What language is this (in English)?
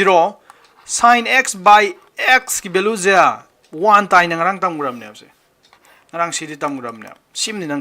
Manipuri